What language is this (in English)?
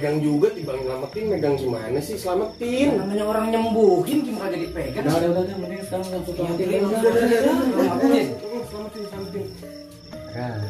Betawi